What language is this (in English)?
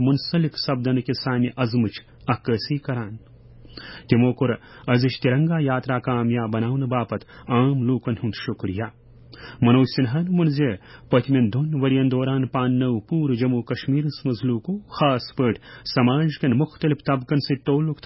Kashmiri